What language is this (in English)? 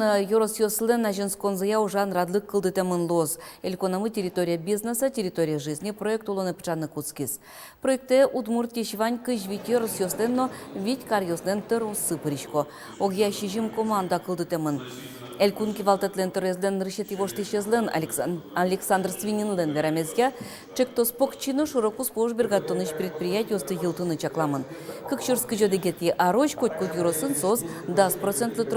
Udmurt